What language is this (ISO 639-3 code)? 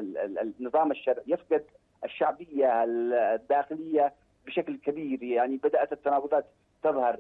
ara